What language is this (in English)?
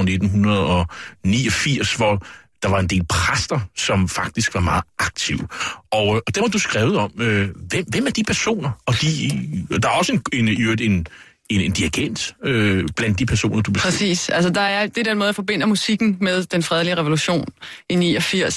Danish